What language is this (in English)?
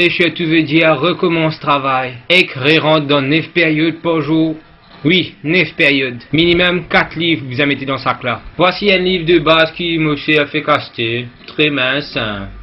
Morisyen